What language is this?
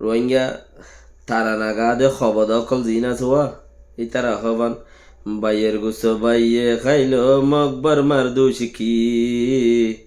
Rohingya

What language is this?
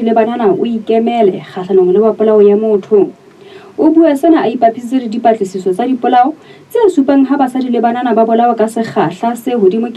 Southern Sotho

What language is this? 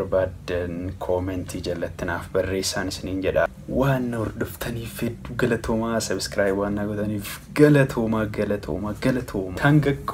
Oromo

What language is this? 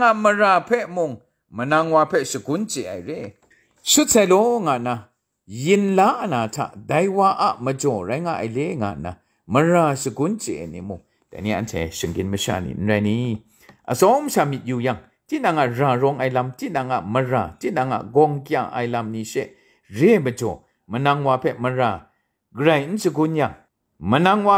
Kachin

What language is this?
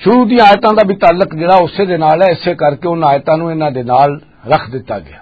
Western Panjabi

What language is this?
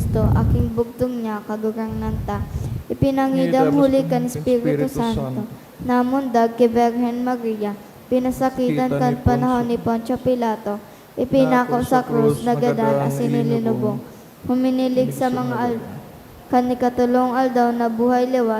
Bikol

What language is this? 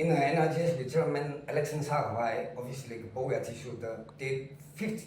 Tangkhul Naga (India)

